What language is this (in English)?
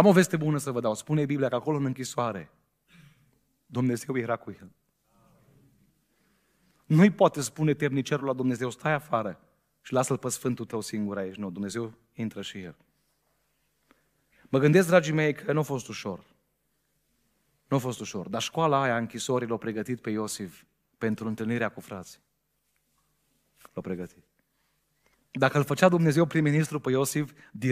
Romanian